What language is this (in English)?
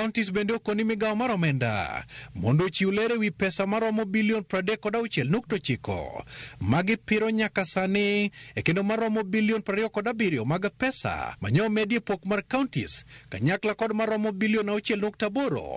Luo (Kenya and Tanzania)